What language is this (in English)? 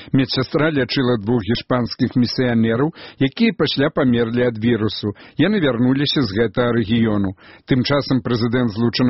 Belarusian